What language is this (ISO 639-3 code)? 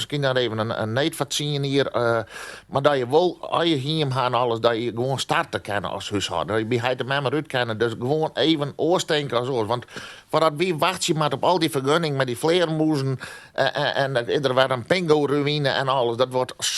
fry